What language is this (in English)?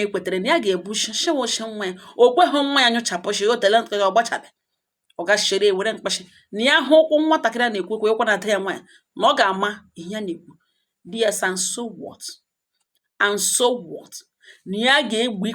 Igbo